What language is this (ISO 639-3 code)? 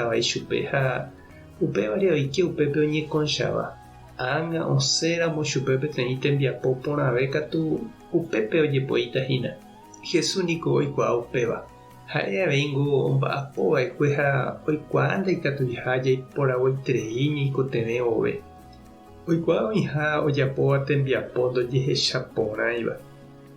grn